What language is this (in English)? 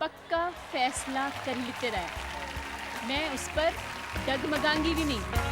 Dogri